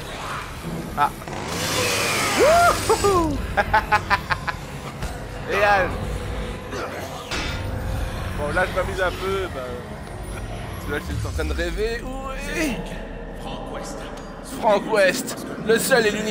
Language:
French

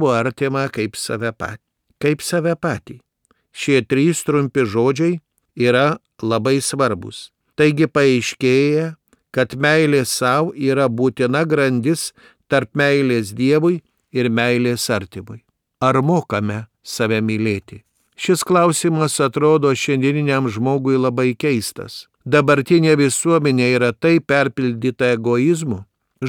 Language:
Lithuanian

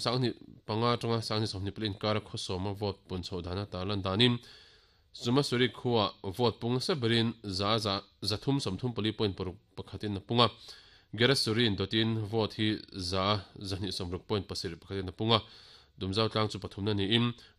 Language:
Mizo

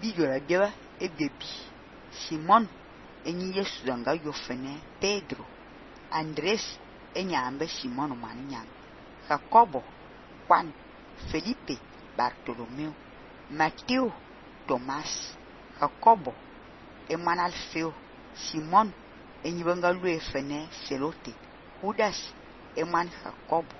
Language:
Fang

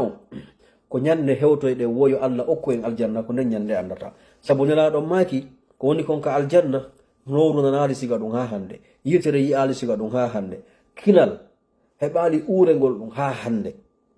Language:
Fula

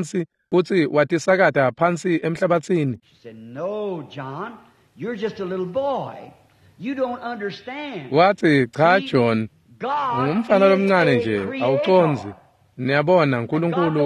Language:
Swati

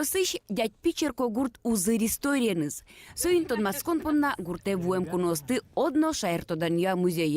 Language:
Udmurt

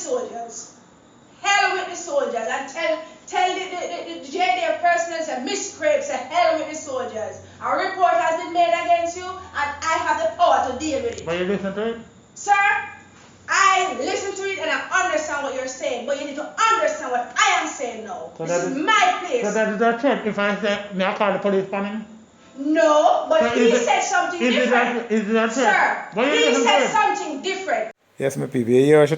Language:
Jamaican Creole English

